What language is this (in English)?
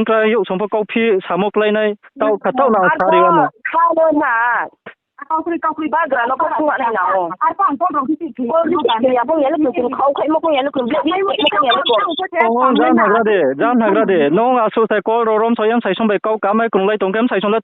Riang (India)